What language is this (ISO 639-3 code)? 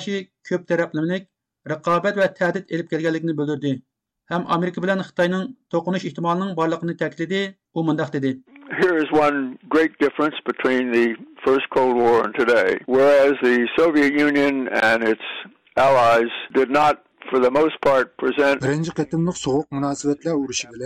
uig